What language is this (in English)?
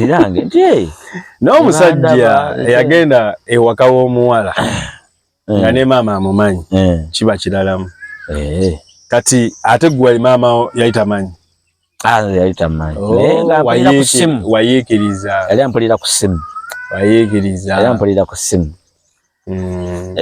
Ganda